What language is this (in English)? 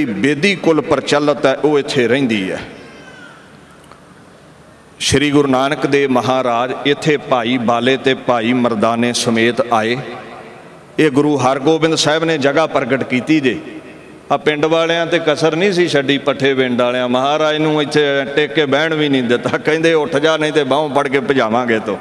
Punjabi